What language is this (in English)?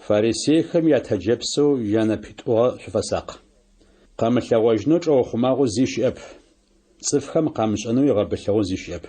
Adyghe